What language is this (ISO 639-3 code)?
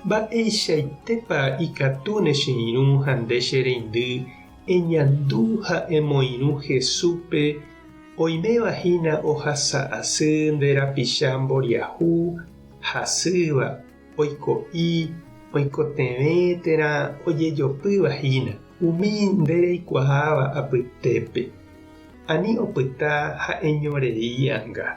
grn